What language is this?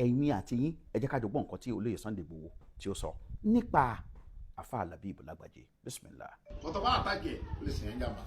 Yoruba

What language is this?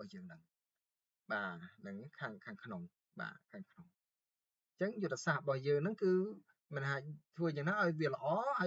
Khmer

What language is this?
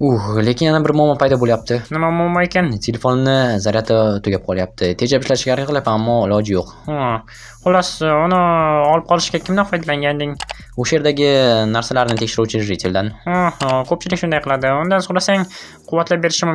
Uzbek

